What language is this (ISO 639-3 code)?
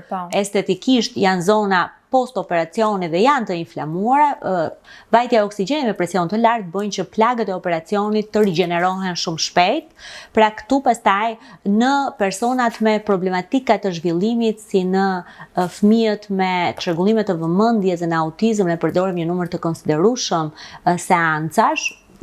sqi